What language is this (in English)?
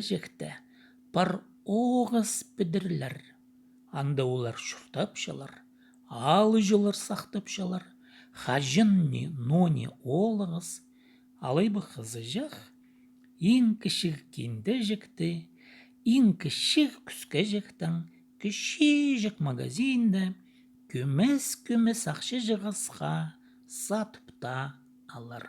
Khakas